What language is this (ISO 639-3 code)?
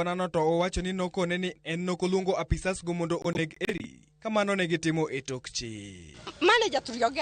luo